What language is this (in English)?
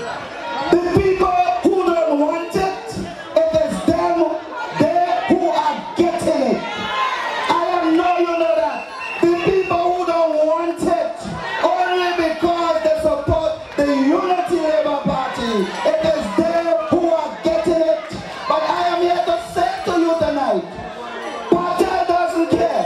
English